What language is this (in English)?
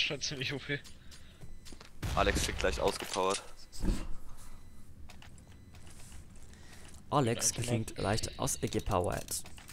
German